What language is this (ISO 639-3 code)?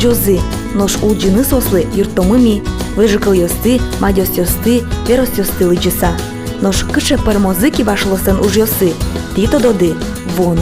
udm